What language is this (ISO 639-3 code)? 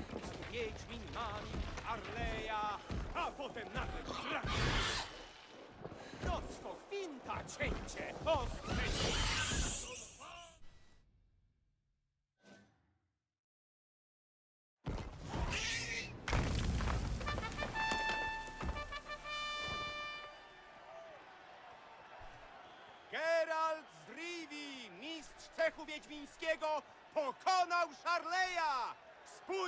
pol